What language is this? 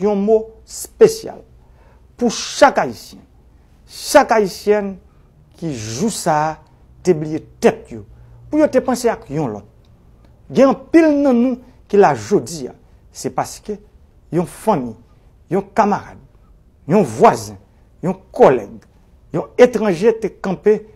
Haitian Creole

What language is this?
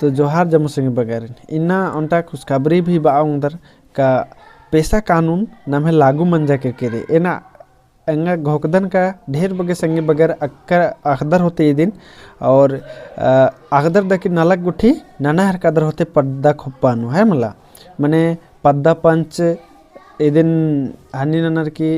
Kurukh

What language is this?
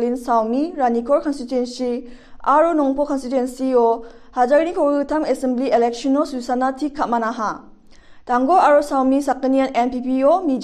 Garo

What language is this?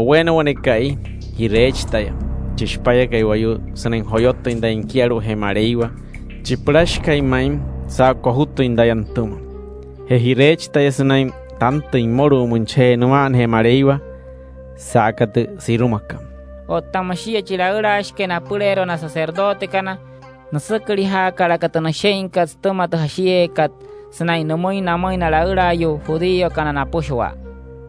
Wayuu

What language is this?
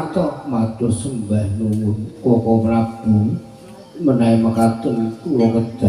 Javanese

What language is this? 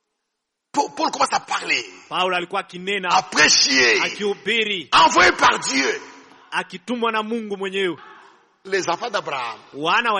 Swahili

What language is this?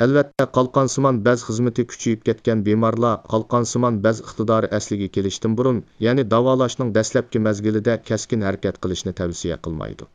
Uyghur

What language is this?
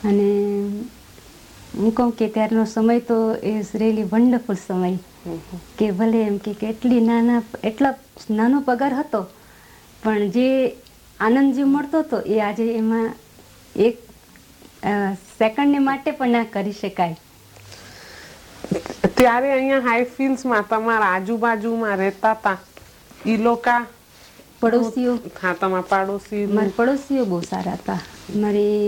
Gujarati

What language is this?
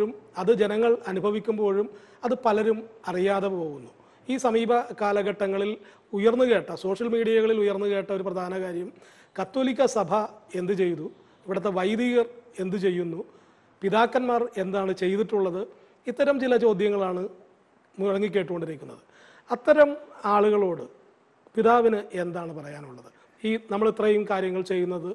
Malayalam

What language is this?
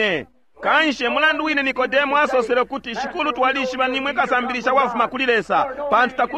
Bemba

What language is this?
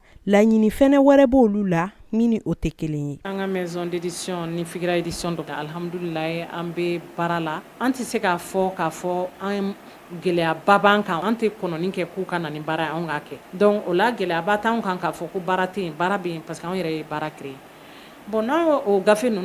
Bambara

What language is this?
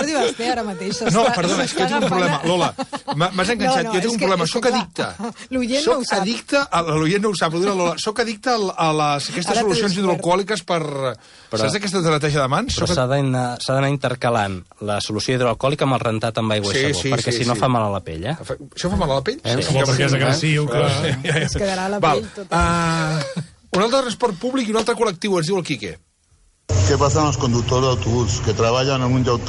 Catalan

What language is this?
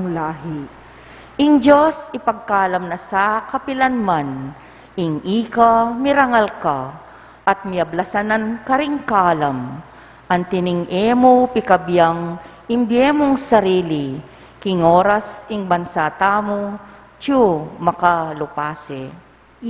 Pampanga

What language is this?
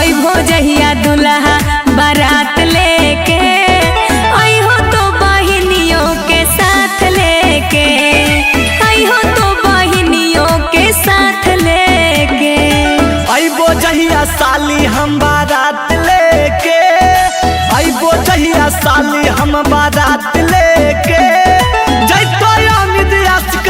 Magahi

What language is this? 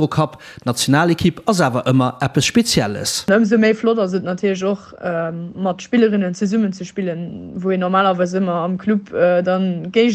Luxembourgish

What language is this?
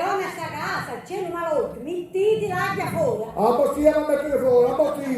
Sicilian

